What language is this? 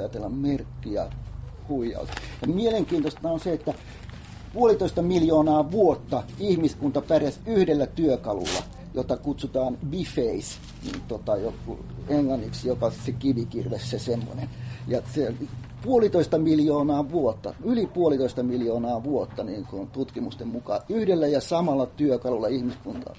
Finnish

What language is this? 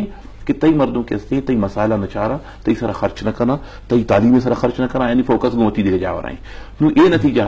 Eastern Balochi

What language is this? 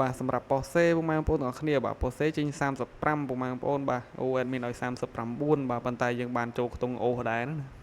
Khmer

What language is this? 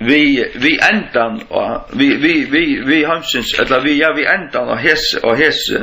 Faroese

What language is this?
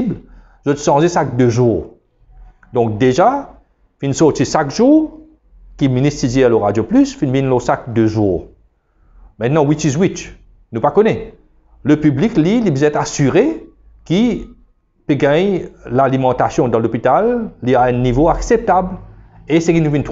Morisyen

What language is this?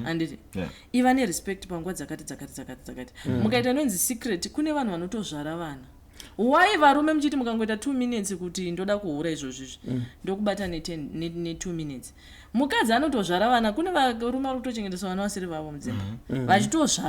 Shona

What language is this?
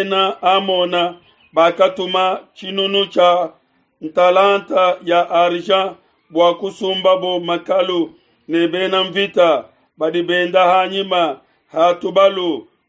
Luba-Lulua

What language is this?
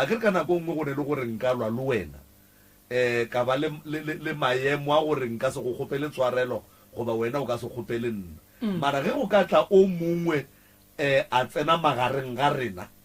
Northern Sotho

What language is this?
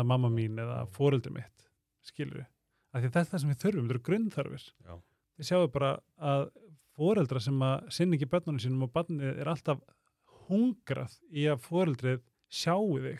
Icelandic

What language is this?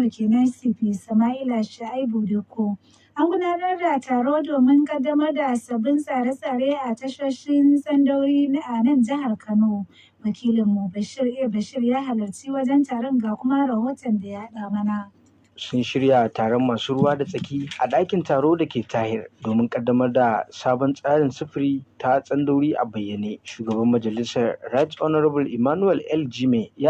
Hausa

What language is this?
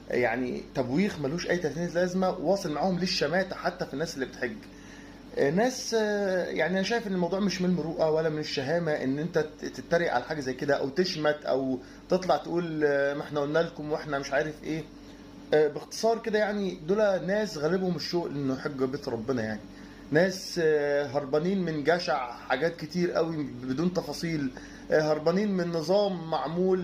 Egyptian Arabic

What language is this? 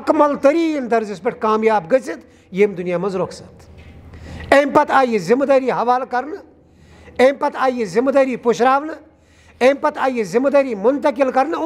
Kashmiri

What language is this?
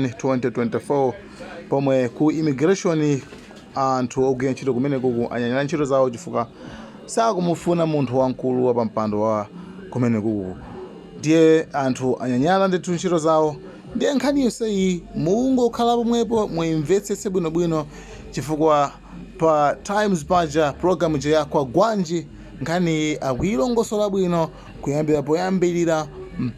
Nyanja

